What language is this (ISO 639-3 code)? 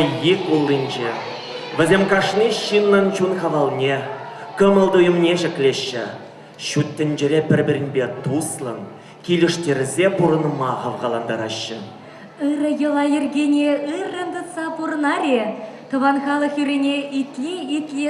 chv